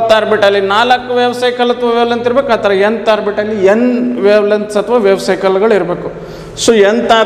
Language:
Kannada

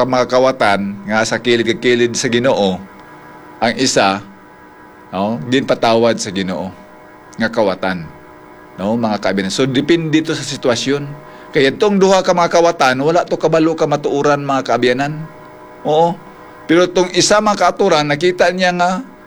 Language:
Hiligaynon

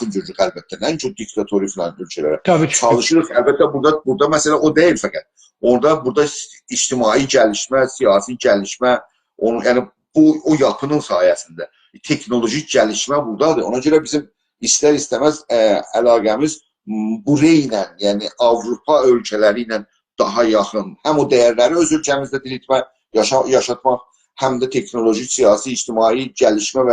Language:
South Azerbaijani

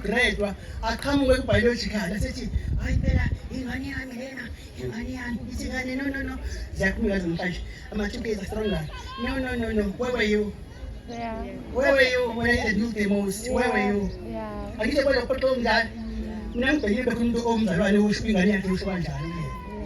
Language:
Zulu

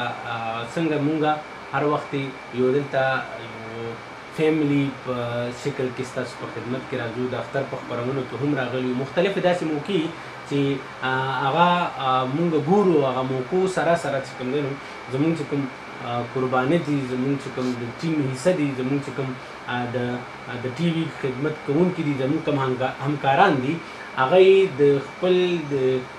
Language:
Pashto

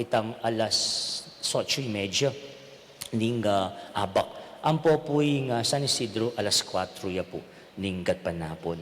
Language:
Pampanga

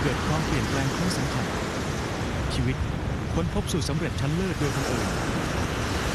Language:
Thai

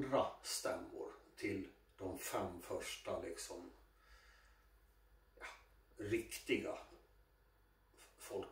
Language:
Swedish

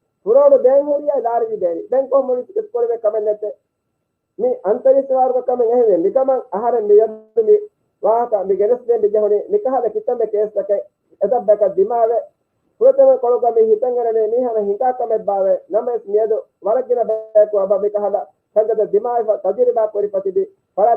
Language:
Divehi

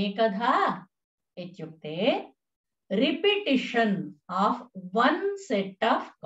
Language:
Sanskrit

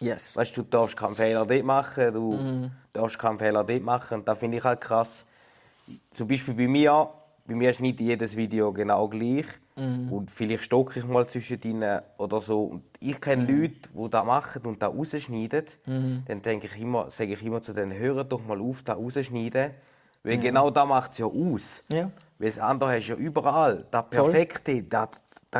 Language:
Swiss German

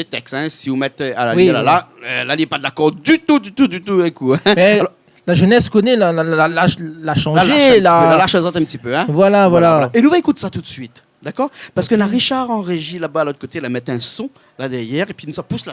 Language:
Réunion Creole French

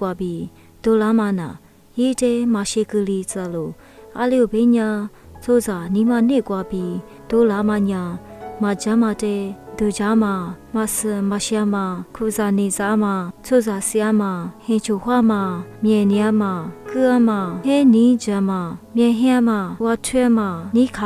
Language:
Lisu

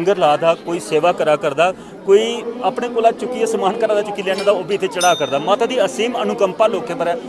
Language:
Dogri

